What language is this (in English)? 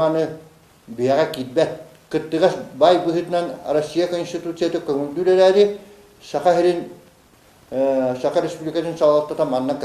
Yakut